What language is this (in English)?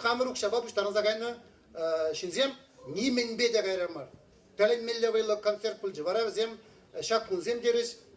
Chuvash